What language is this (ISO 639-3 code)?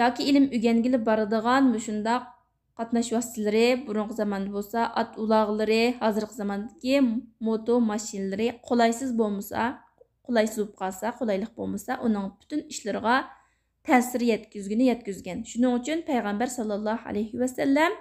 uig